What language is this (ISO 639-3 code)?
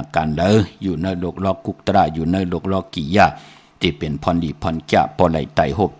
shn